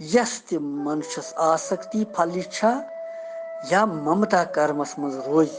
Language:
Kashmiri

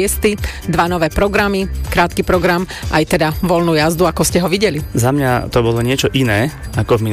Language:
Slovak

